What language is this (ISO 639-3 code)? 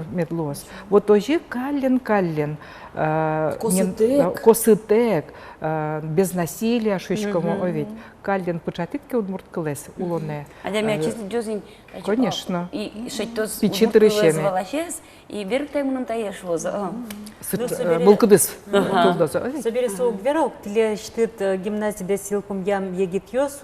udm